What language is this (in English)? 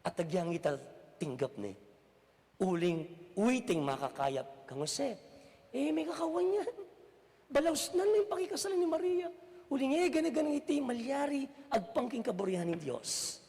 Pampanga